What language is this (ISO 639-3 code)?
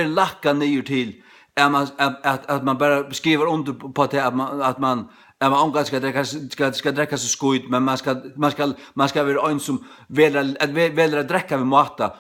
fao